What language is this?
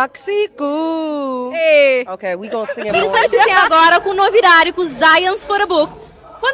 Kabuverdianu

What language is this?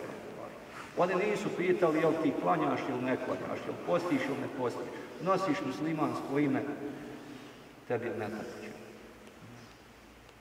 Bosnian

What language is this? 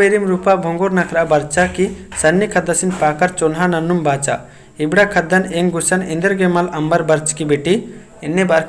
Kurukh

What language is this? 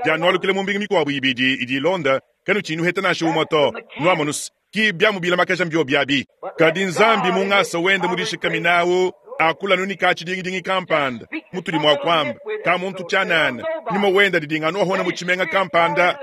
Luba-Lulua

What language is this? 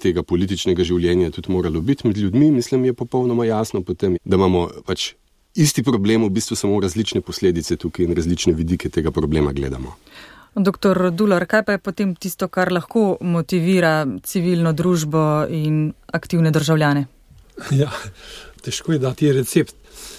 Slovenian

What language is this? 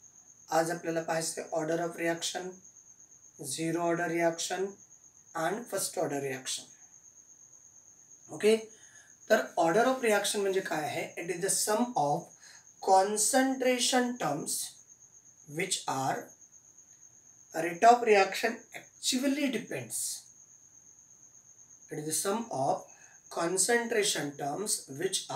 Marathi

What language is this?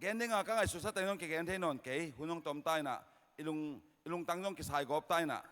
Tedim Chin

